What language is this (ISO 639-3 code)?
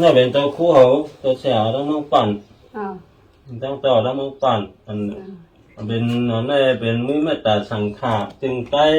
shn